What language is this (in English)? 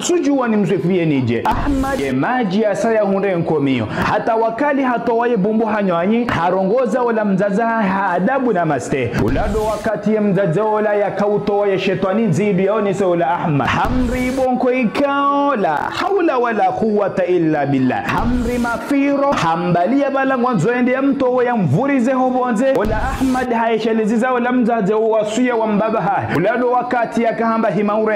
Ngazidja Comorian